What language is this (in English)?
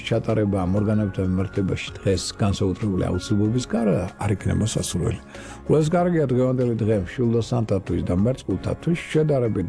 Georgian